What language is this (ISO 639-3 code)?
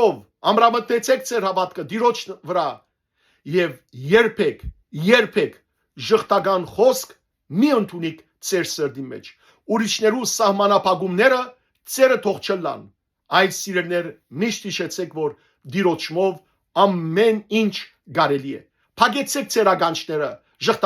hyw